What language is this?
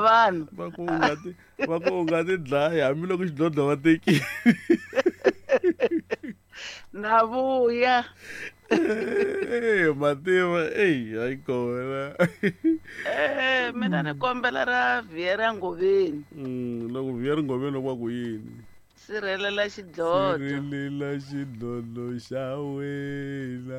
Tsonga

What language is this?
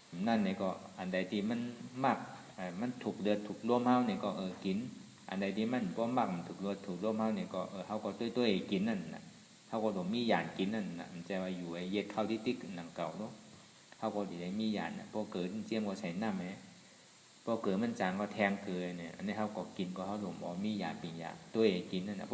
Shan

